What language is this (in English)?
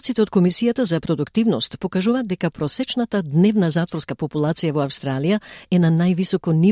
Macedonian